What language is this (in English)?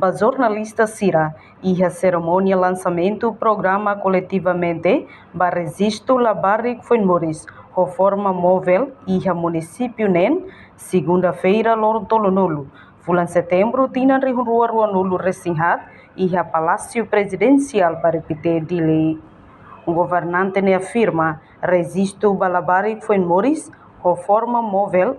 Tetum